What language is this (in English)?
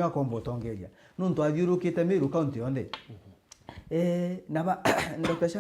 Meru